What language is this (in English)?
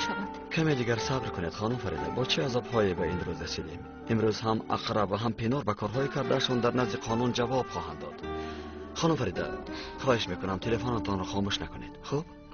Tajik